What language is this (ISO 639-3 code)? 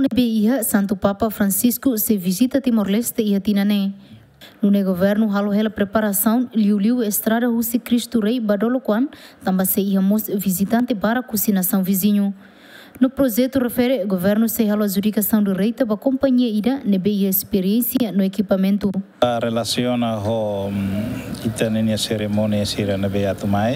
tet